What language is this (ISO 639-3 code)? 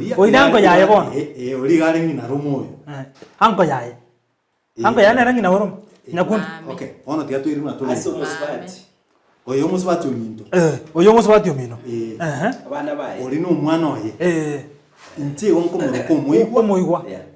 guz